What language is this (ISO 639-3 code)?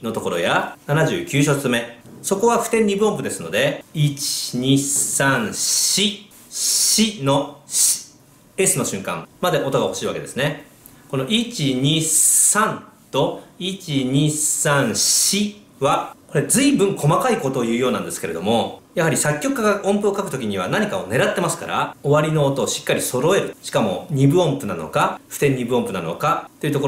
jpn